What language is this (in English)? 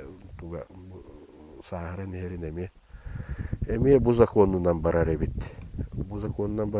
Yakut